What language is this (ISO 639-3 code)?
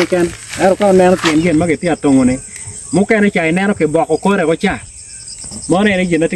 ach